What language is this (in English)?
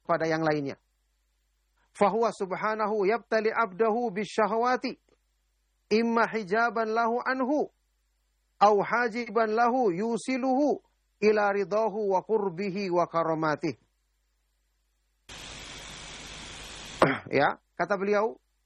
Indonesian